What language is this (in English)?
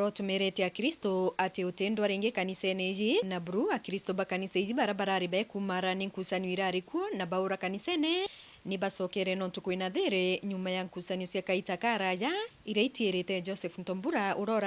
Meru